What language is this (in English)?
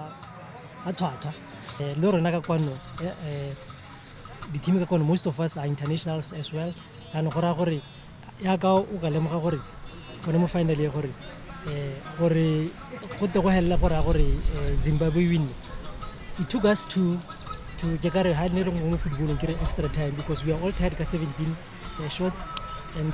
Tswana